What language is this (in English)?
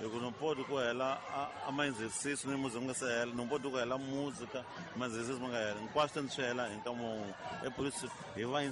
Tsonga